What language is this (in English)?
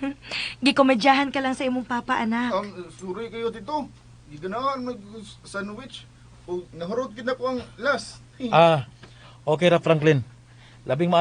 Cebuano